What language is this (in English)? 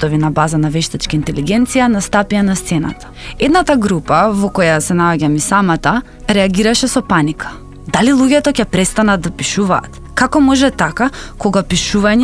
Macedonian